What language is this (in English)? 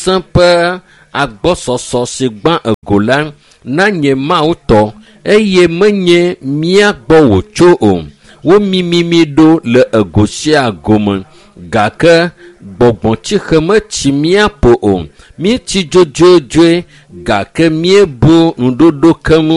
Ewe